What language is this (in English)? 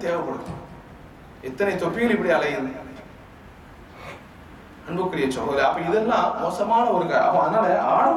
Tamil